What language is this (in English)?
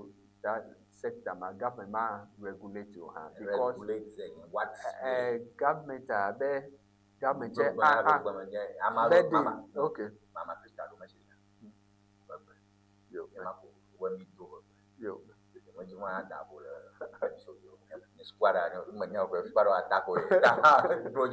Ewe